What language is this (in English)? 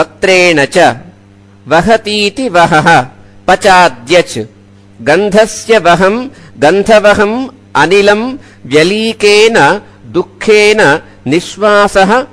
Sanskrit